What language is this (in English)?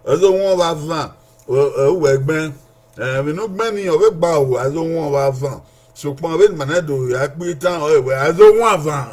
Bini